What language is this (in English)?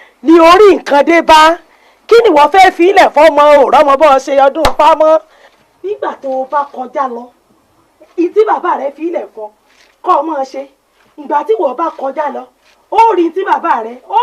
Yoruba